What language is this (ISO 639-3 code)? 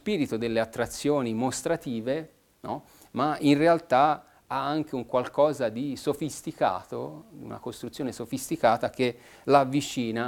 ita